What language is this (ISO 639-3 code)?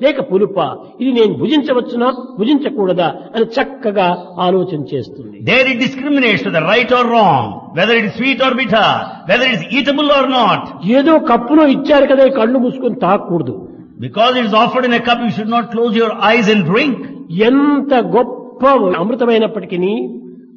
tel